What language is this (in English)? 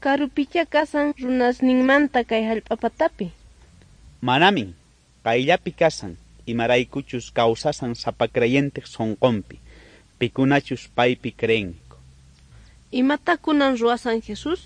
South Bolivian Quechua